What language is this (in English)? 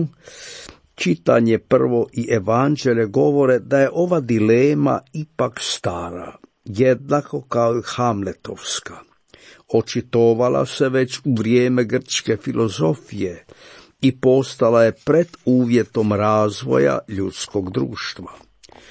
Croatian